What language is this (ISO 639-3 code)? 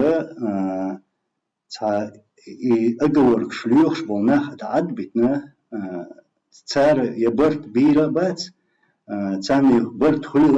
che